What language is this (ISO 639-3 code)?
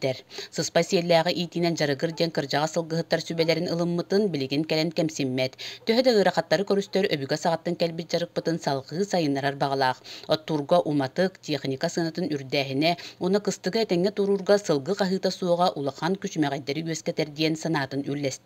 sah